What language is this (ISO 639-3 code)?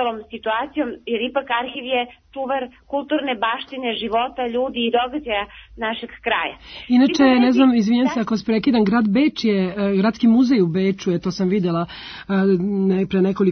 srp